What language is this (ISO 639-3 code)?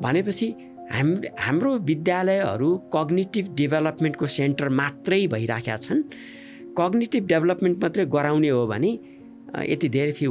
nep